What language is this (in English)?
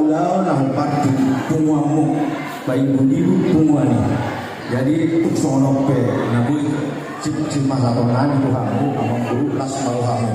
Batak Toba